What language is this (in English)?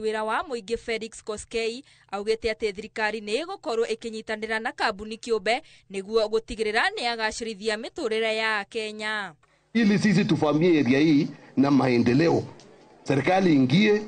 Kikuyu